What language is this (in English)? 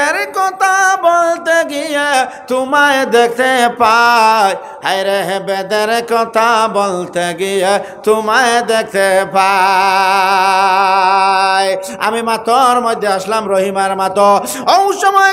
Sylheti